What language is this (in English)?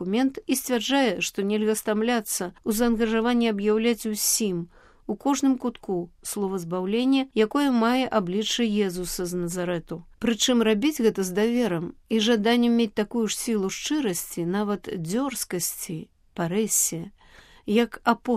Belarusian